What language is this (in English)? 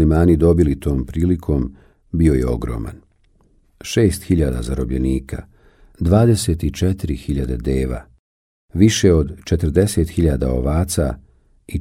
Bosnian